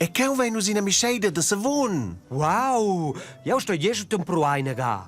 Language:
Romansh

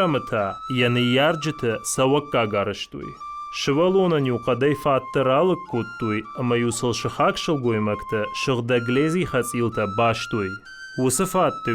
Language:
Ossetic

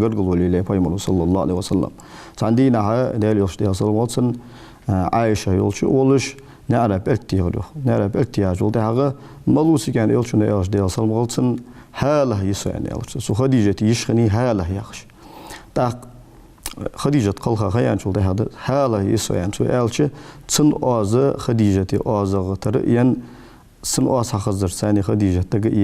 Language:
Ingush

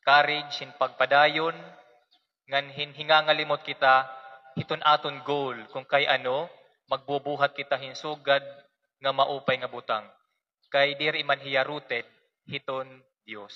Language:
Waray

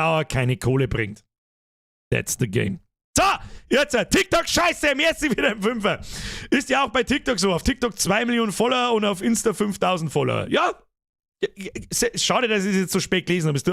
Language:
Bavarian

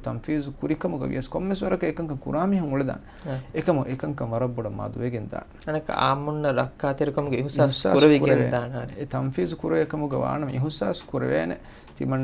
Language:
Divehi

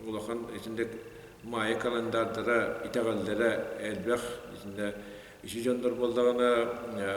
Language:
Yakut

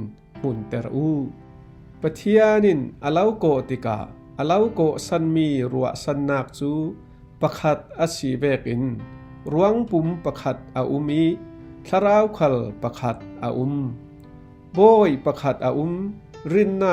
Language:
Falam Chin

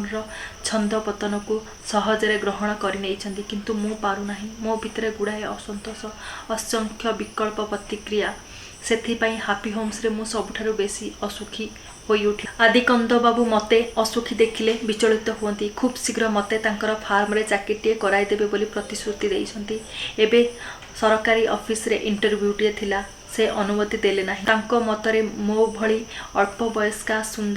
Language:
Odia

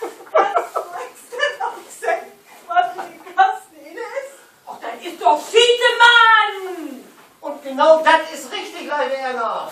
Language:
Low German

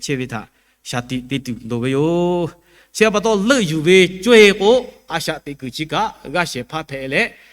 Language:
Lahu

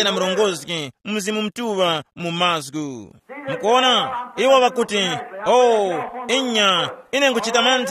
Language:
Tumbuka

